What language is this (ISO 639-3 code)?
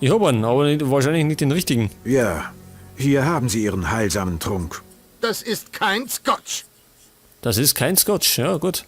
bar